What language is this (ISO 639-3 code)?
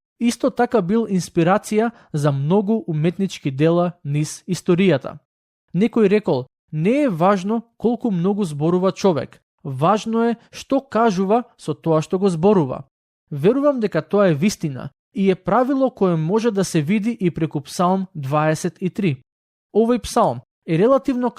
mkd